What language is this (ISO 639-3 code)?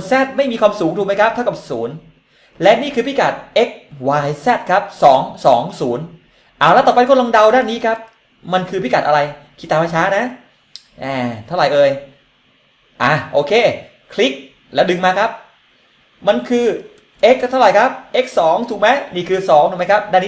tha